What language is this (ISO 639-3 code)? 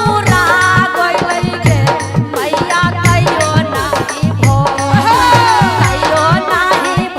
mag